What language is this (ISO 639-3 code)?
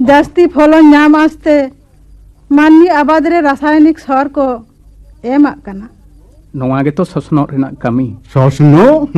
sat